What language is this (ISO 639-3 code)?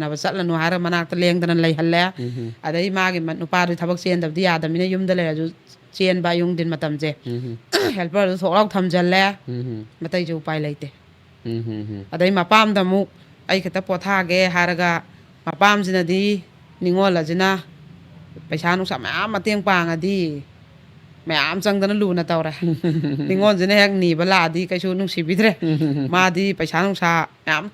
mni